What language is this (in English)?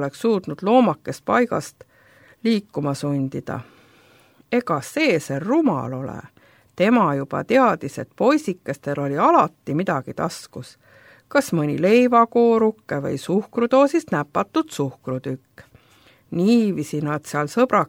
Estonian